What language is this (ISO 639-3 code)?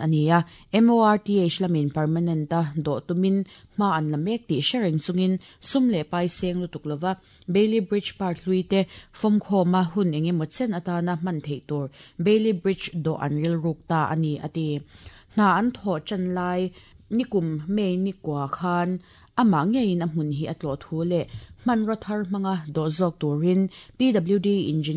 lus